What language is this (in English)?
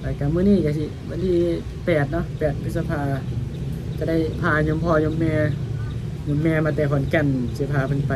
Northeastern Thai